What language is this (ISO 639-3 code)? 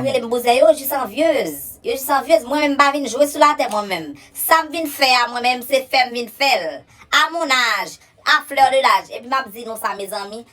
hat